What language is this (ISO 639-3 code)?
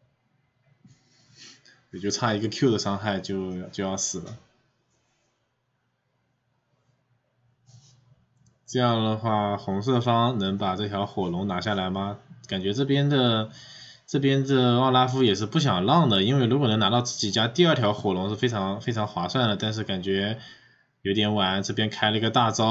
zho